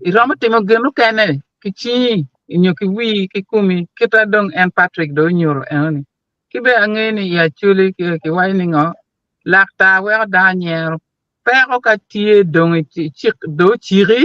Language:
Acoli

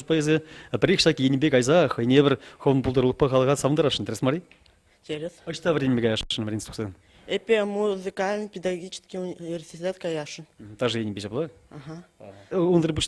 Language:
Chuvash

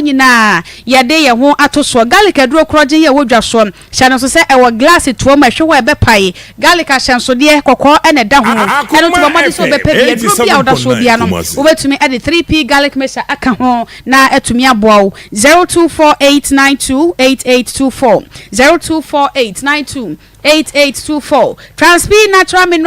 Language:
Akan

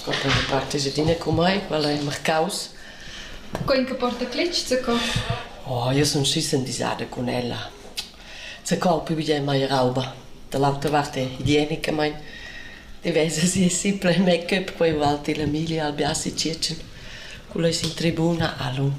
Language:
Romansh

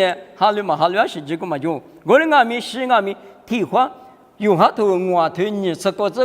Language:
Lisu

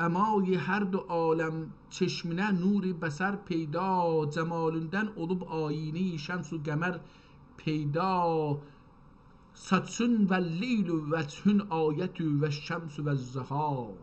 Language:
South Azerbaijani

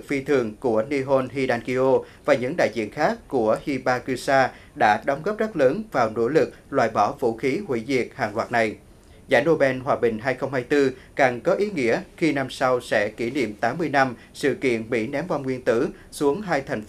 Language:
Vietnamese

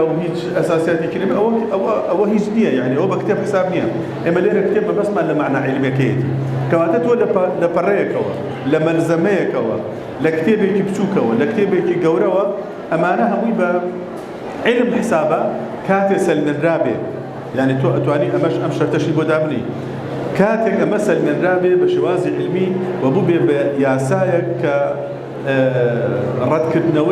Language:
Central Kurdish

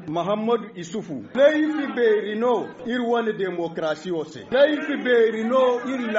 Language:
Zarma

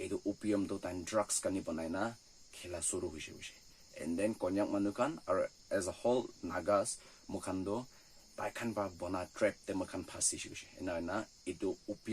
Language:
Naga Pidgin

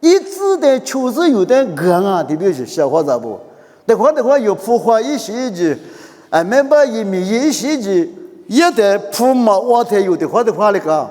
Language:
Lisu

